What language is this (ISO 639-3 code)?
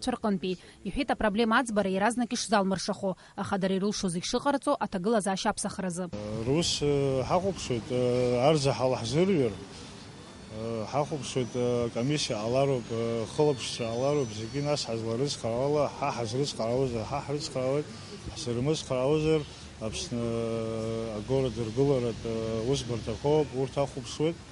abk